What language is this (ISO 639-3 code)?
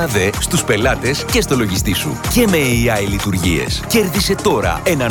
ell